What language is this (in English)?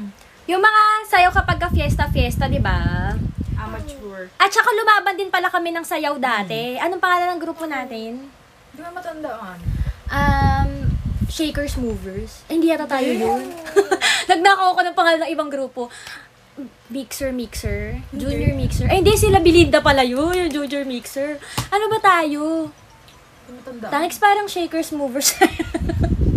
Filipino